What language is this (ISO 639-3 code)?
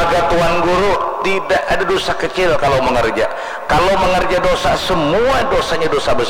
bjn